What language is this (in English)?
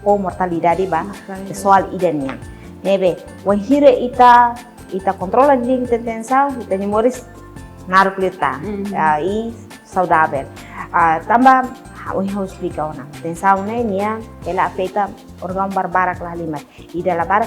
Tetum